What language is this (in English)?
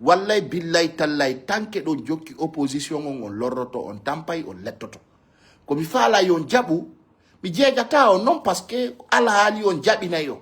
Fula